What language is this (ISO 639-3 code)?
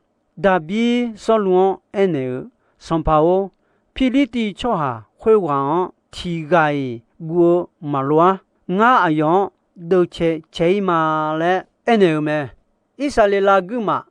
ahk